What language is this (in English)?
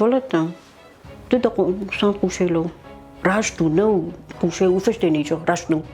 Ossetic